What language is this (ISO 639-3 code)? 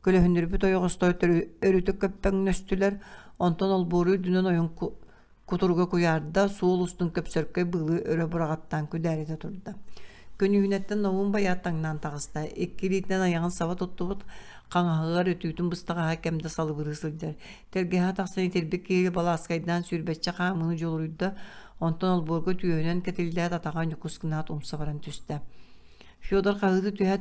sah